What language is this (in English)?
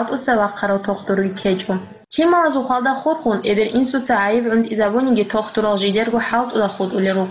Avaric